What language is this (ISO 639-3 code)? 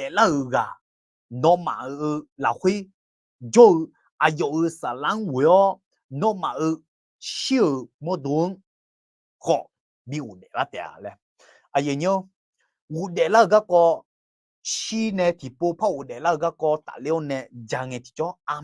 ahk